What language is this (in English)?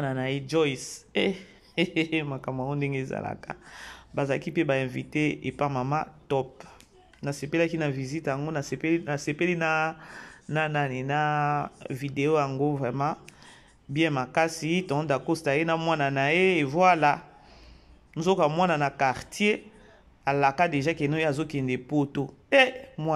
Lingala